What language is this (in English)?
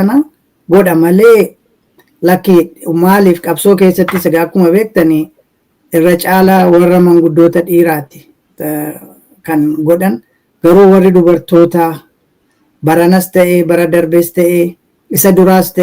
Oromo